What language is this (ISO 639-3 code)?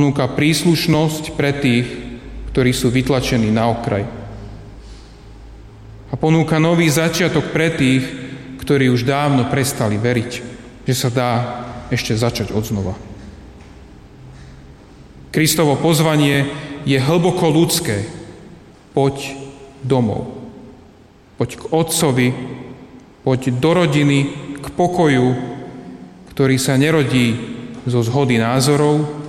slk